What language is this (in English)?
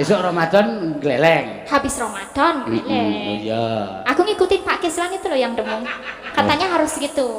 Javanese